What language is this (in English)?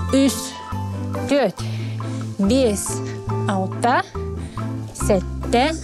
Yakut